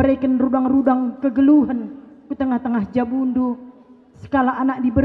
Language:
Batak Karo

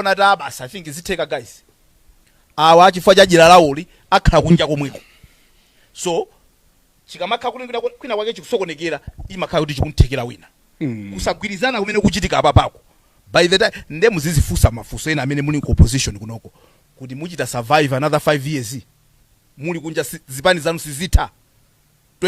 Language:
Nyanja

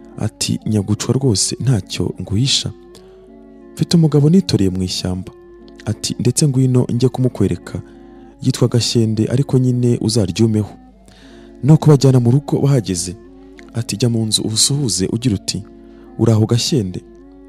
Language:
Kinyarwanda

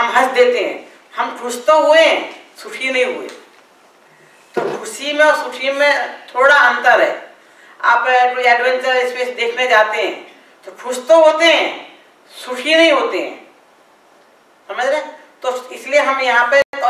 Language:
Hindi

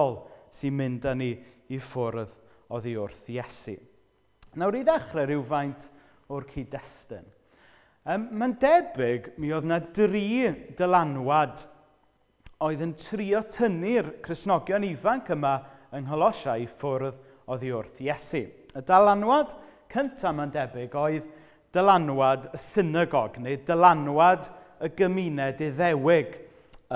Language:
Welsh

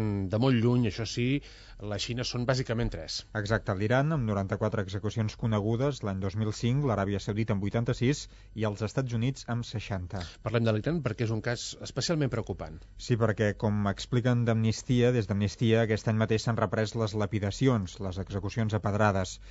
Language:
Catalan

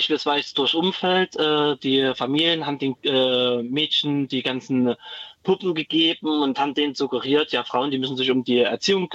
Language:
German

